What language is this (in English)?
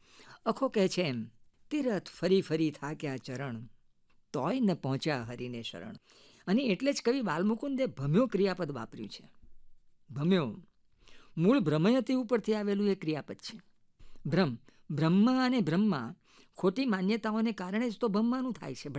Gujarati